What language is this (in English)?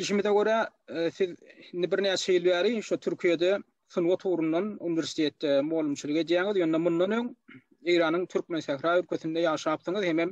Turkmen